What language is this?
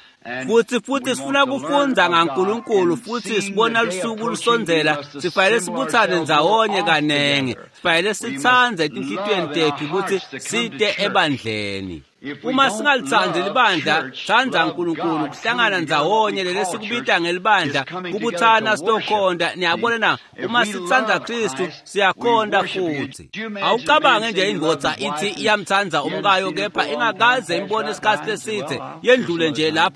Swati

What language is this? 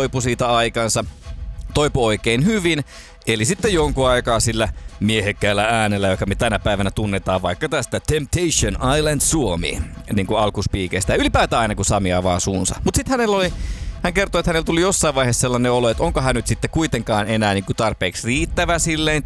Finnish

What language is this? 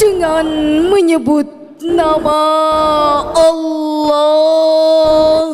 Banjar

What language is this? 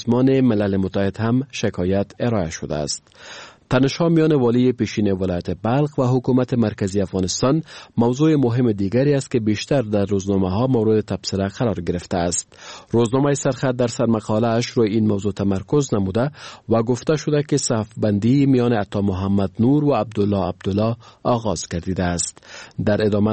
Persian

